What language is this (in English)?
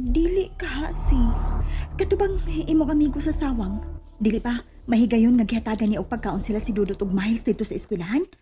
Cebuano